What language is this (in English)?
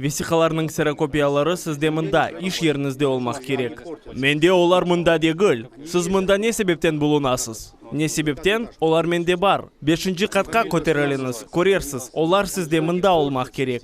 Crimean Tatar